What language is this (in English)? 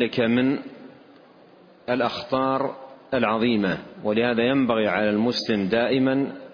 Arabic